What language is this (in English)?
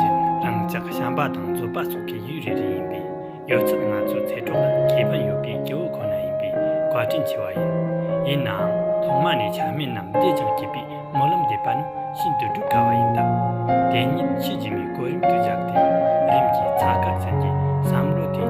Tibetan